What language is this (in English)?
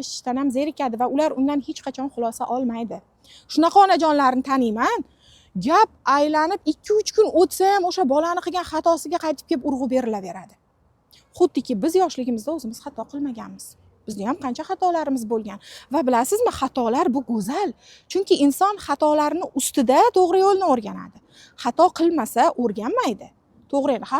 Uzbek